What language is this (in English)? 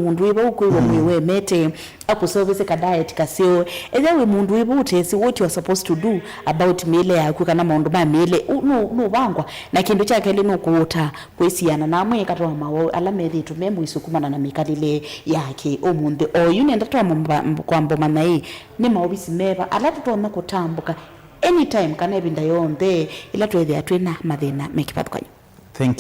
Kamba